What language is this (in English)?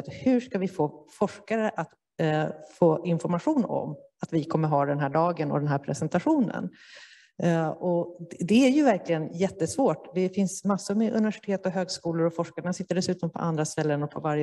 Swedish